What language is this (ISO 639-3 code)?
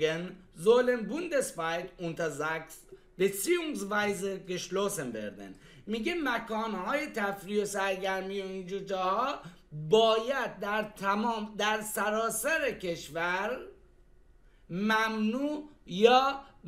fas